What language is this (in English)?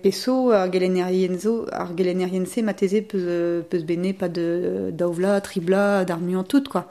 Breton